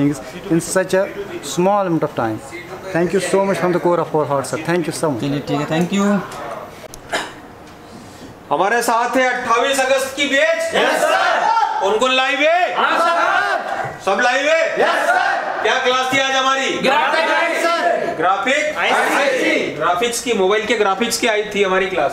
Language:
Hindi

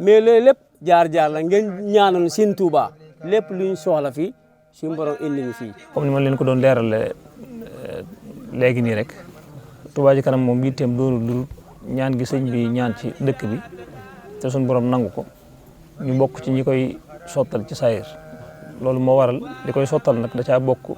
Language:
Wolof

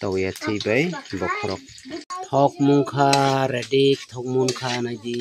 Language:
Kok Borok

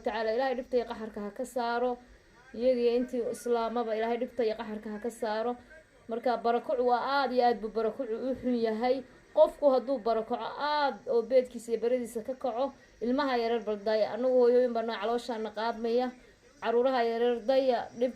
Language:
Somali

